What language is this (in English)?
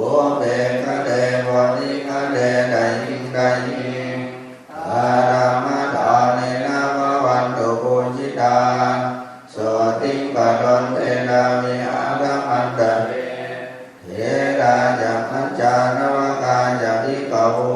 Pali